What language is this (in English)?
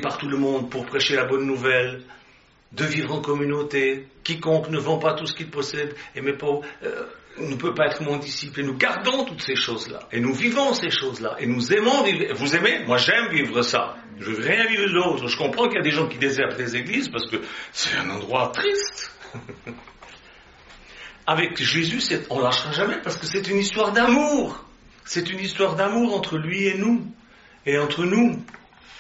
French